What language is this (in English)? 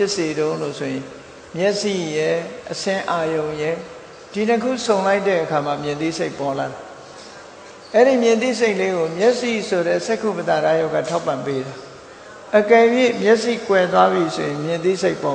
Burmese